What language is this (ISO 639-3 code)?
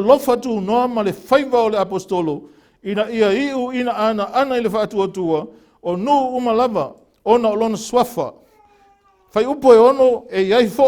smo